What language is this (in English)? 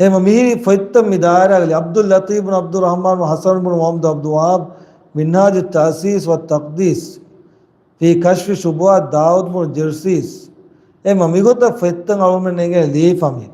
Divehi